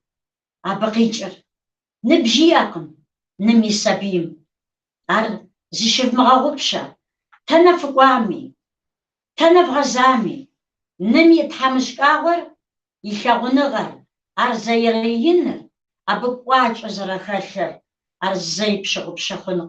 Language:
Kabardian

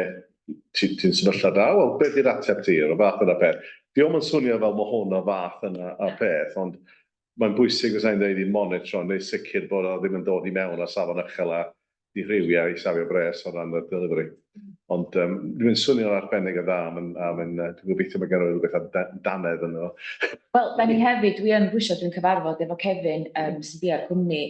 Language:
Welsh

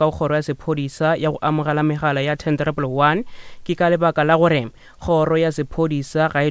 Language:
Northern Sotho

